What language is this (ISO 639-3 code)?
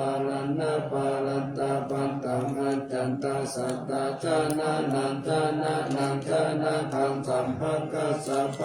pli